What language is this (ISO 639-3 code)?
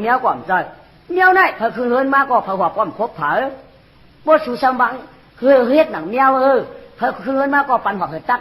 shn